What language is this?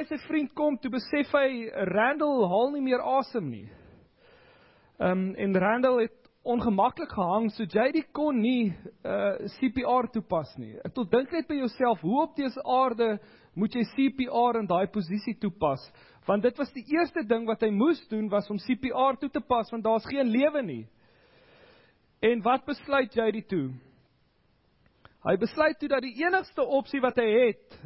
Afrikaans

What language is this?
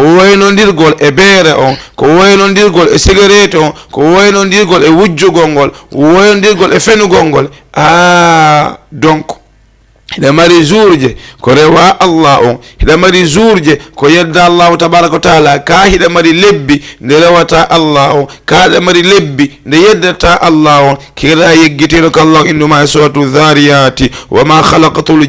Fula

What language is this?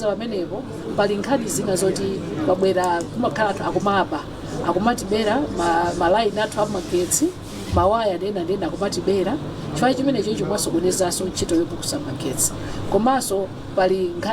Nyanja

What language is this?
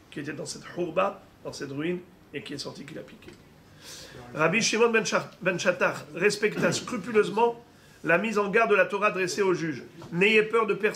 French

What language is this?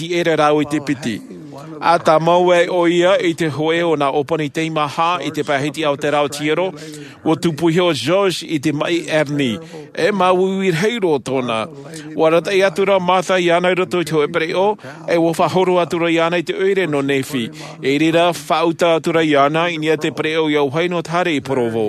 Tahitian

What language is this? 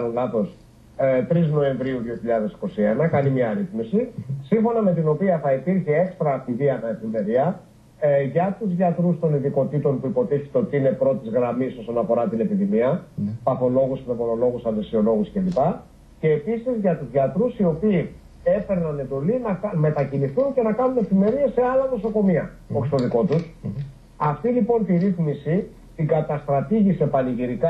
Greek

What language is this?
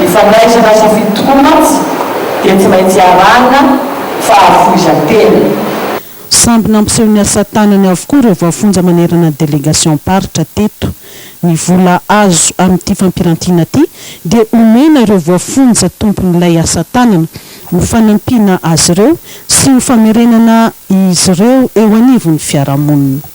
Malagasy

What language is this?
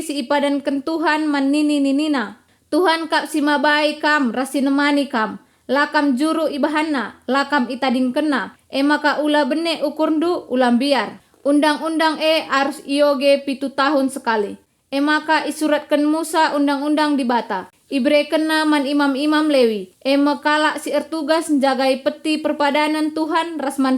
Batak Karo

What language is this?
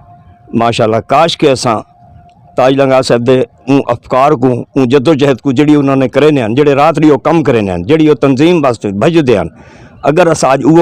Saraiki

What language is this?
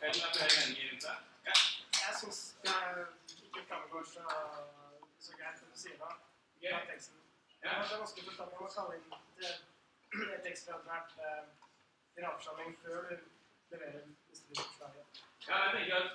Norwegian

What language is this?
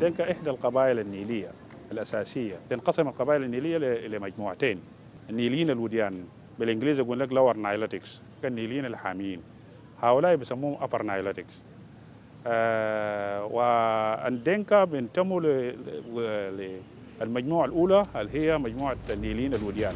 Dinka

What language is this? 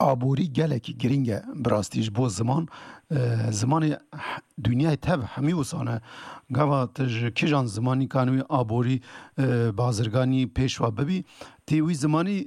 Kurdish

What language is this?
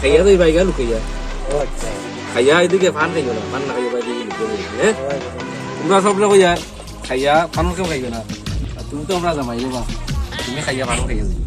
Sylheti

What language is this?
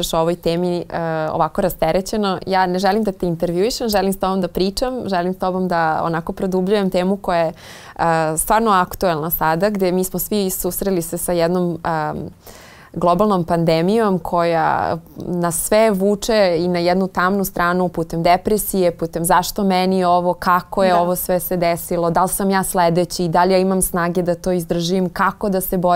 Serbian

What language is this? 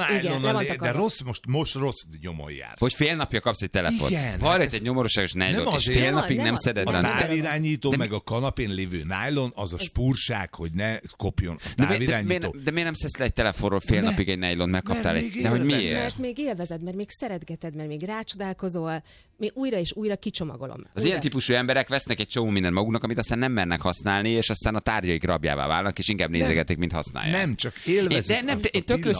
Hungarian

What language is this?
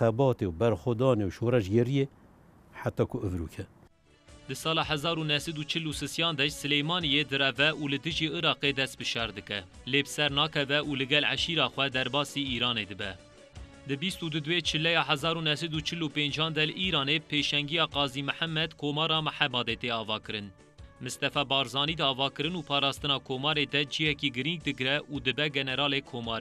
Kurdish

